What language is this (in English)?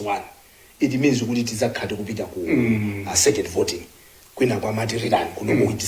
Nyanja